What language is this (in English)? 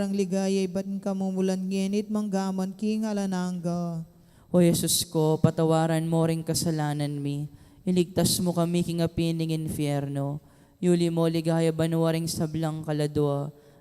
Pampanga